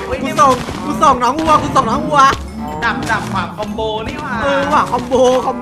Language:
Thai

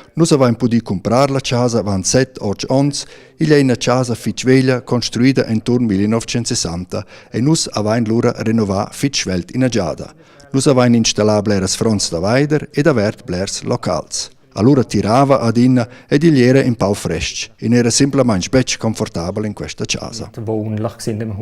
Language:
Romansh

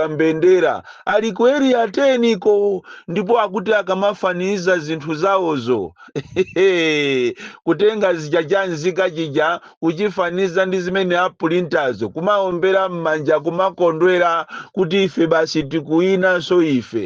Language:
Nyanja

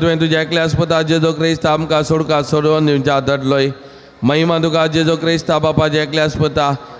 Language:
Konkani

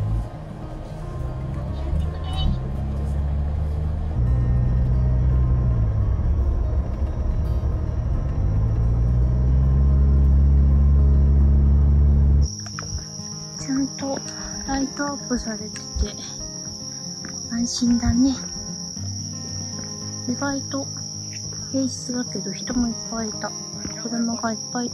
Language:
Japanese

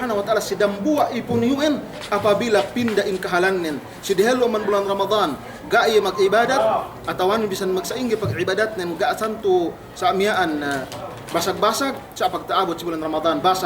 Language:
Yakan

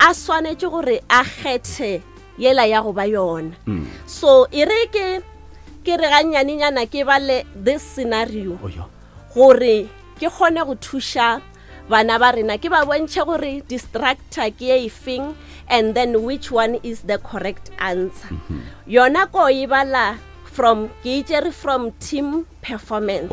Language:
Northern Sotho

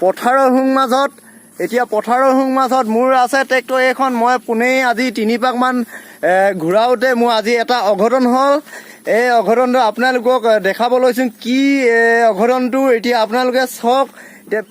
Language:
Assamese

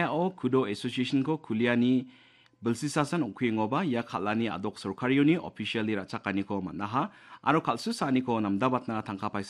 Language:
Garo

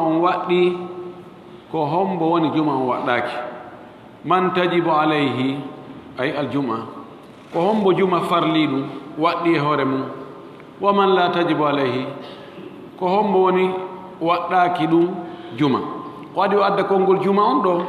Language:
Fula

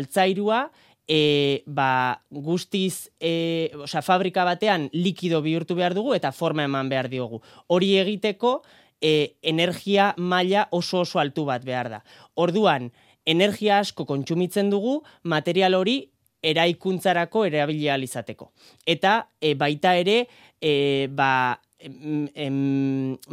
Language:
Basque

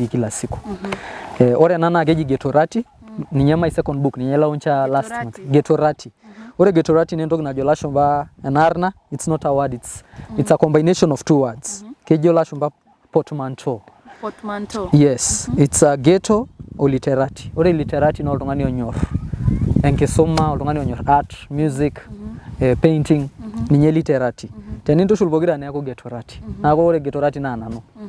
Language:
Masai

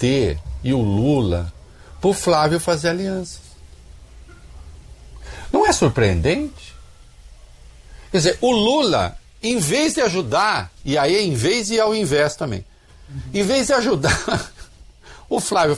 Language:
Portuguese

